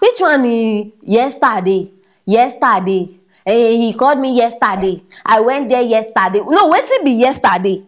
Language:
Nigerian Pidgin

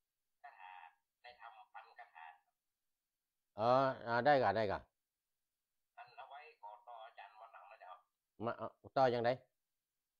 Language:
Thai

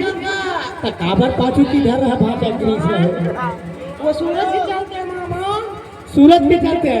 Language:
Chhattisgarhi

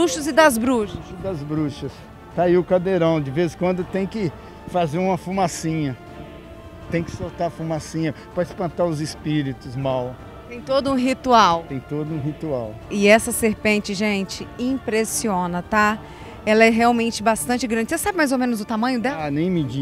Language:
Portuguese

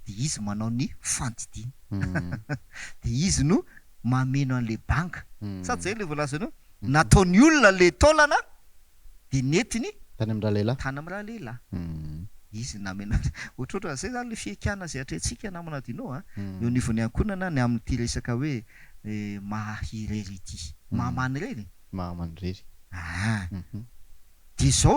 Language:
Malagasy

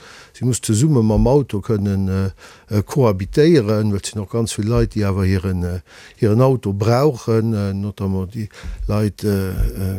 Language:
Luxembourgish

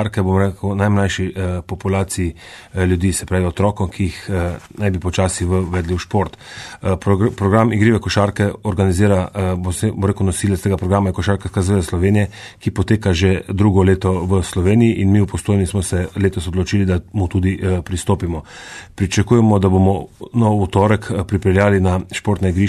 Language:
Slovenian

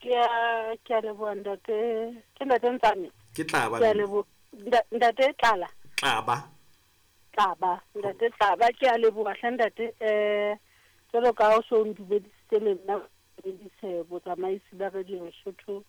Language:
Southern Sotho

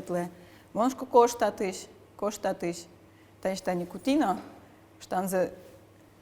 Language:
Udmurt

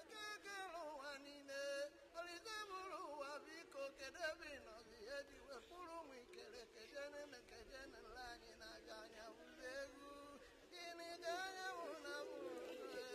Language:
Igbo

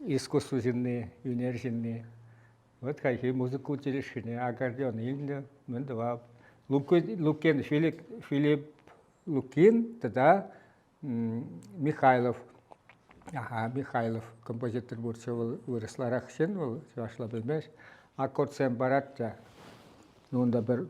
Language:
Chuvash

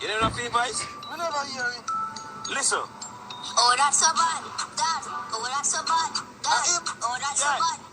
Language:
Jamaican Creole English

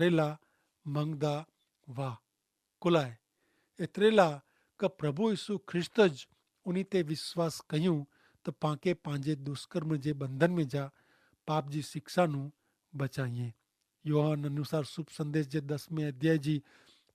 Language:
Kachhi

